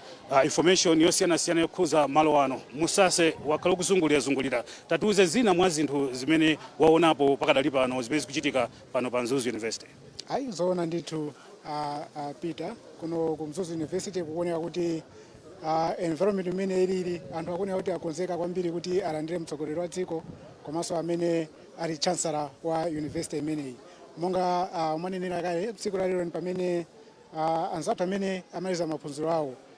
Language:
Nyanja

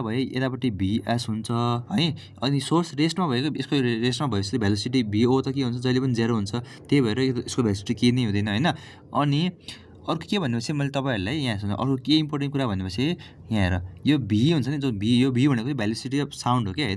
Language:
Nepali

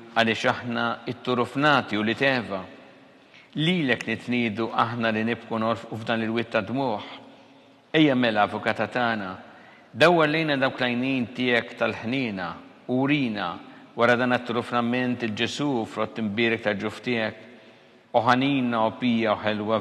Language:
Maltese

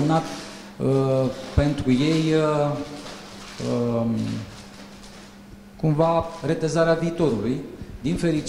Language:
Romanian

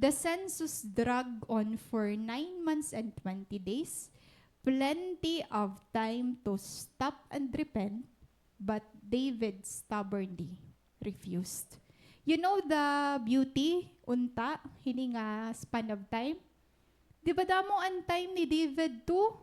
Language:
Waray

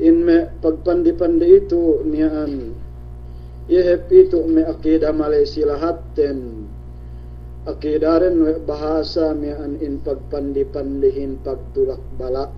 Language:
Yakan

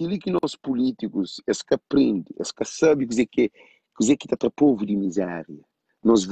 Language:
Kabuverdianu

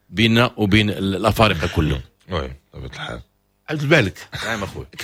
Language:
Moroccan Arabic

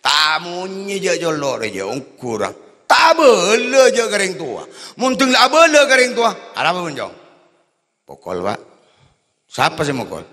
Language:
Madurese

